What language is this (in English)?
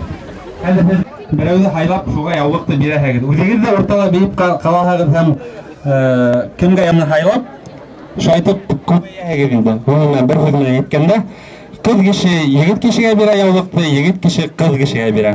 Bashkir